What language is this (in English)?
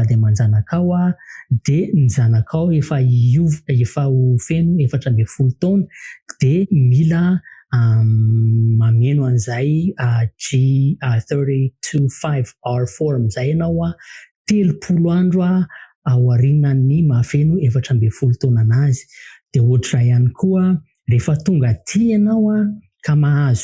Malagasy